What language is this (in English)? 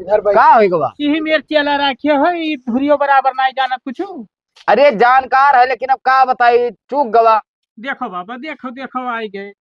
Awadhi